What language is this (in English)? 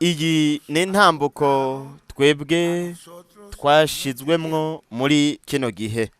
Rundi